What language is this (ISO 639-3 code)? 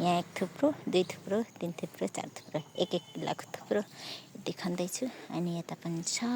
nep